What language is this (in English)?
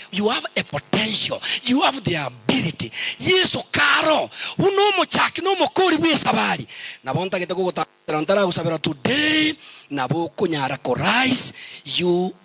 Gusii